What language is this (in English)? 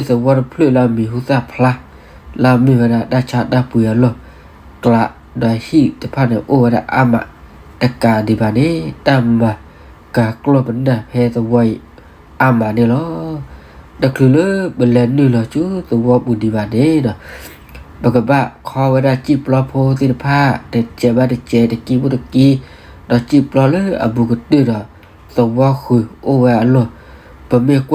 S'gaw Karen